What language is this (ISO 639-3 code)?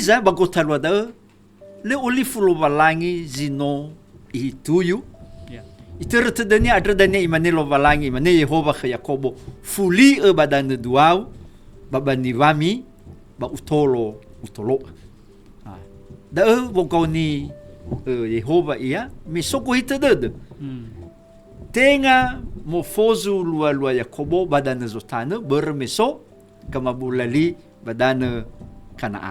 nia